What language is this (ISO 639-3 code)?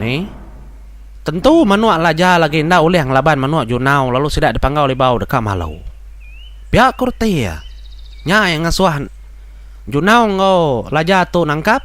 iba